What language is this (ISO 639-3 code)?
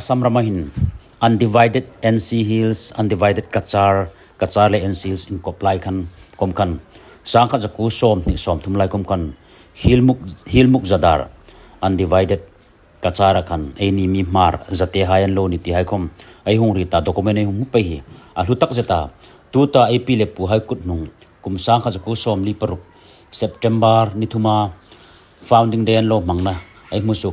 hmr